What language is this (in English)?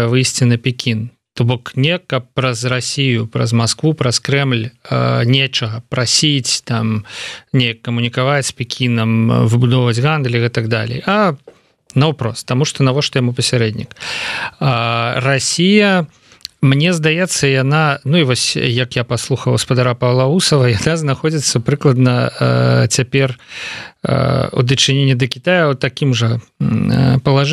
Belarusian